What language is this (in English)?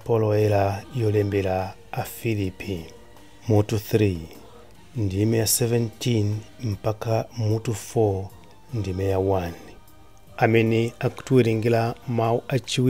Nyanja